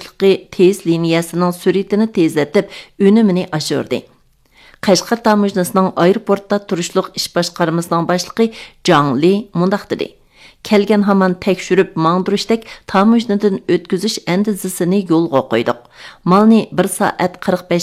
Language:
Uyghur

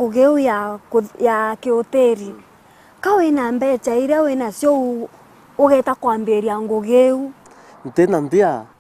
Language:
Meru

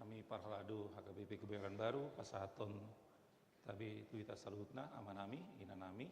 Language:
Batak Toba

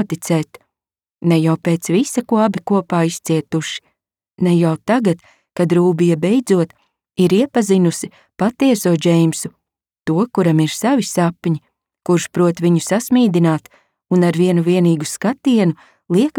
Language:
Latvian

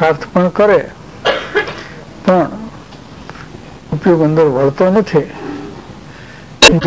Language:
Gujarati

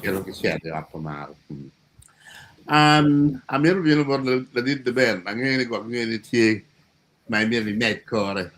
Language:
Acoli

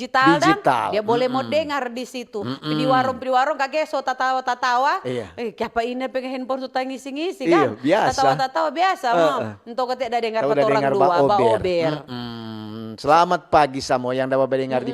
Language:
Manado Malay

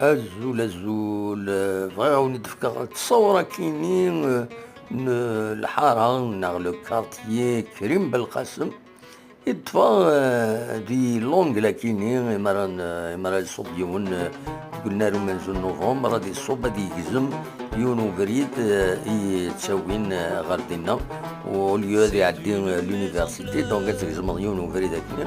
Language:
Kabyle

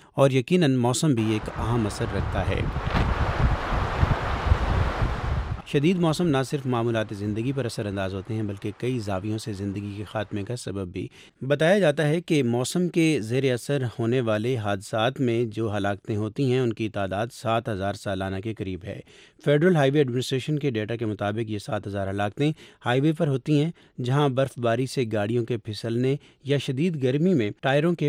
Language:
Urdu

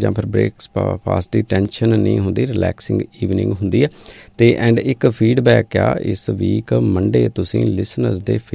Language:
Punjabi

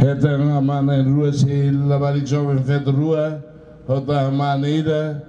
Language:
Tetum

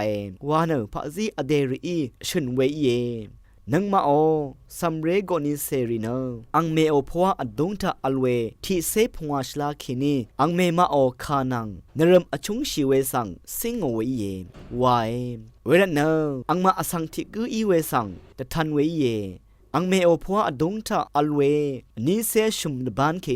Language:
Rawang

